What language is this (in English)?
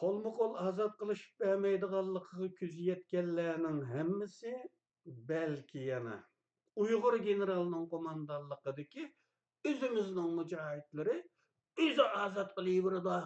Uyghur